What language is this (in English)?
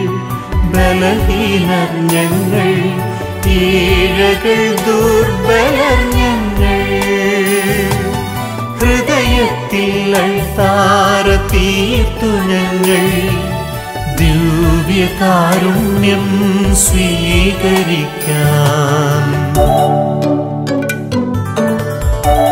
Malayalam